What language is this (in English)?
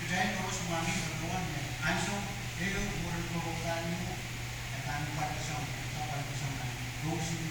Pohnpeian